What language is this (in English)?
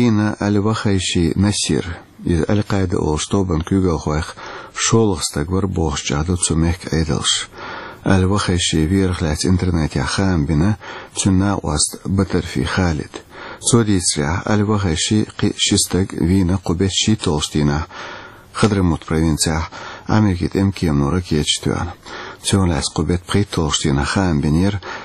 Chechen